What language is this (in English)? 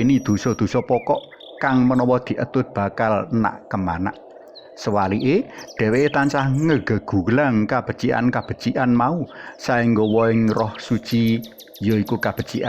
Javanese